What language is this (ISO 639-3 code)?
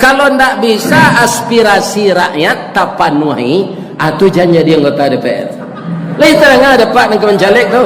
min